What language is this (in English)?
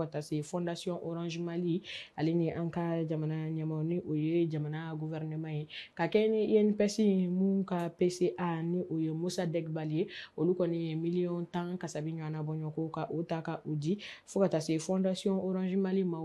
Bambara